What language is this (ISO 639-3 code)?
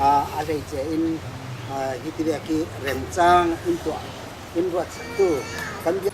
cfm